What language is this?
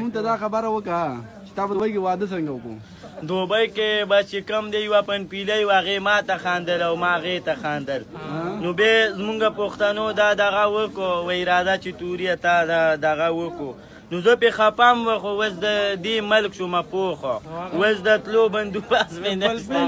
Pashto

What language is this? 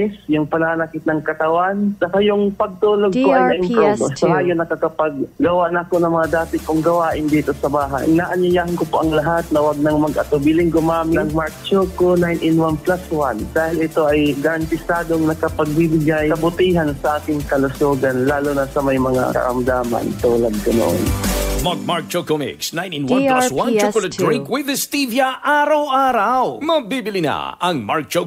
Filipino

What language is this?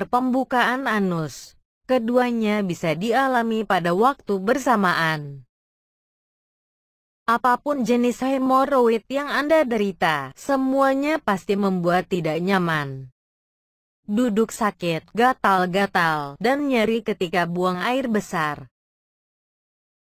Indonesian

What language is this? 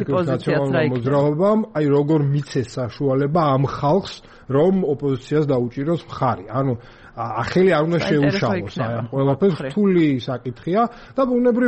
Georgian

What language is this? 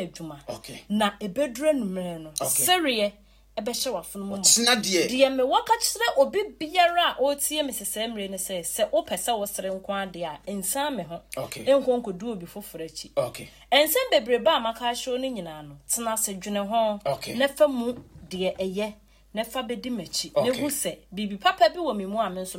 Akan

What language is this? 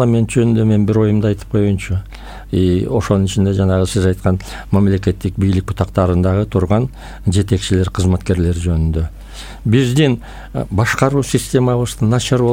Kyrgyz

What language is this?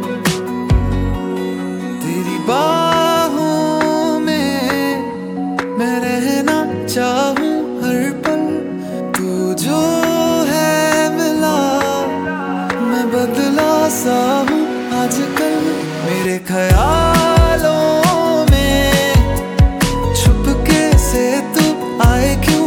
Hindi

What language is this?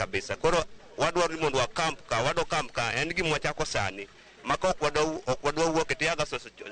Luo (Kenya and Tanzania)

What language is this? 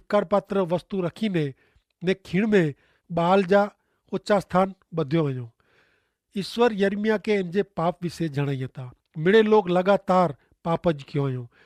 Kachhi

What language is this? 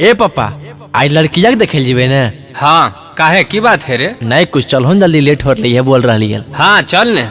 Magahi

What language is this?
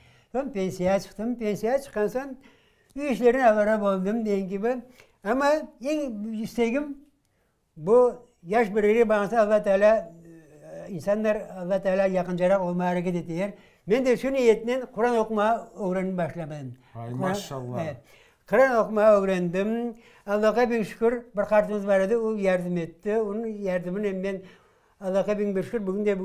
Crimean Tatar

